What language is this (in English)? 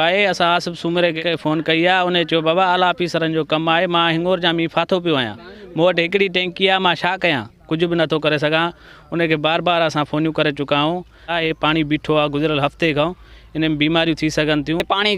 Sindhi